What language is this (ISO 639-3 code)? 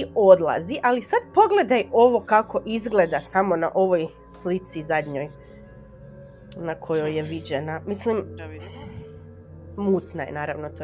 hrv